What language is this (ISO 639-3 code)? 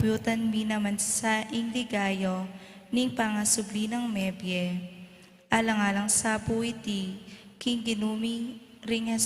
pam